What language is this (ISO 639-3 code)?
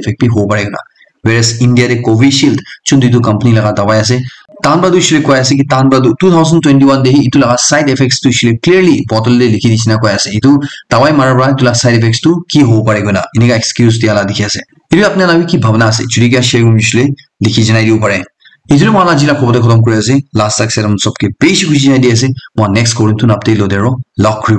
nag